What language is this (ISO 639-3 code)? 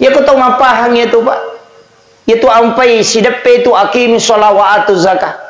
bug